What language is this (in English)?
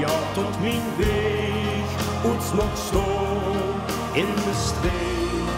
Limburgish